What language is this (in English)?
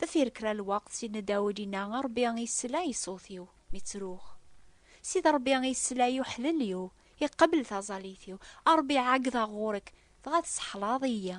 Kabyle